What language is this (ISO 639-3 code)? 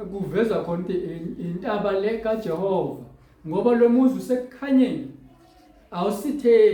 zul